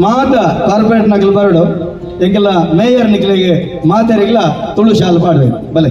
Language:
Tulu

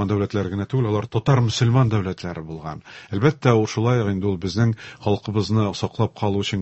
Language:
Tatar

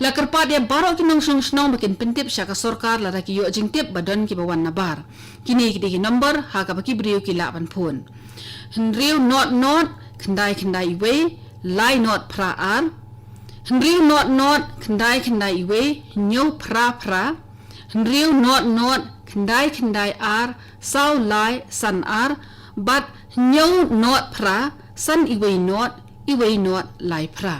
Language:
Khasi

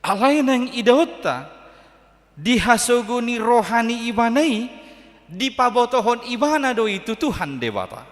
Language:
Batak Toba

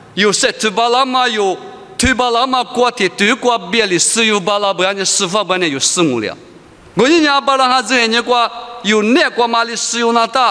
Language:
Lisu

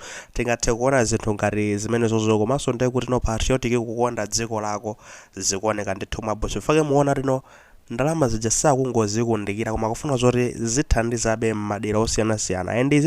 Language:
Nyanja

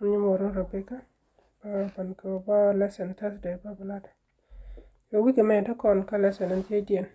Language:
Nuer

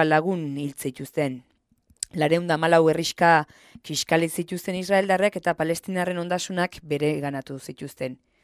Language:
Basque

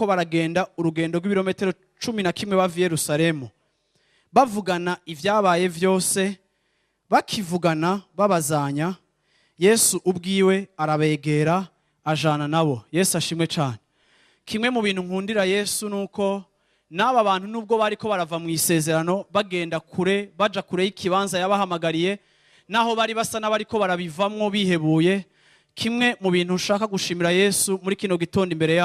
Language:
Rundi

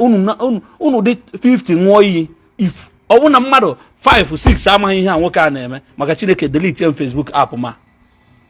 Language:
Igbo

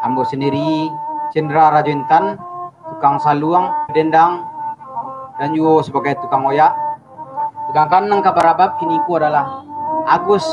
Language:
Minangkabau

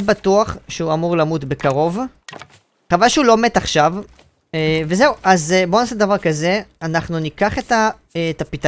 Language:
Hebrew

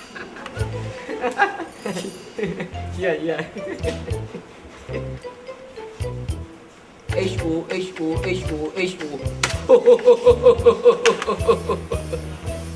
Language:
Burmese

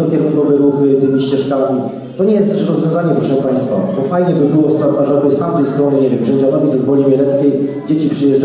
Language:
Polish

